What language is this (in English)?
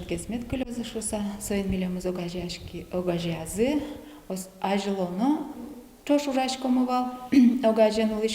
Udmurt